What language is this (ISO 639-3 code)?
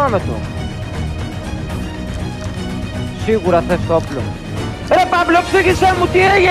ell